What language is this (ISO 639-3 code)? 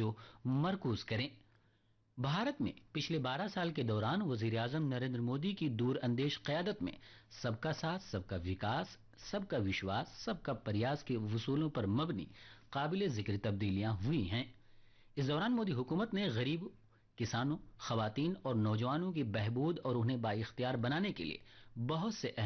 urd